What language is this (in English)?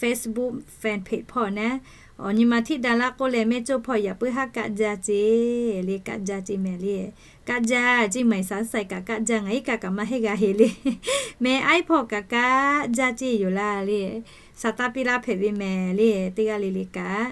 Lahu